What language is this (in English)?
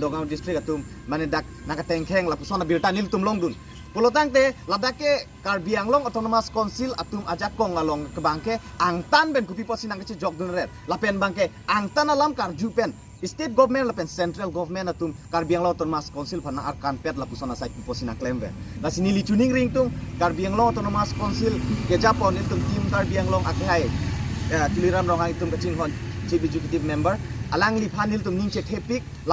Karbi